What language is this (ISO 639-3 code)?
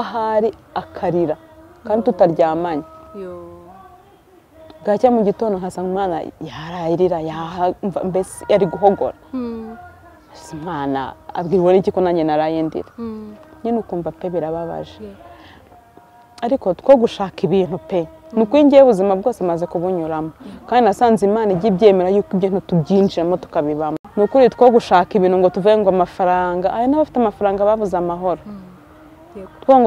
kin